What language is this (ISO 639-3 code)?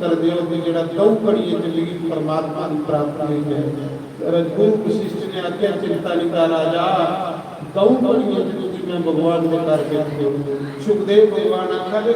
doi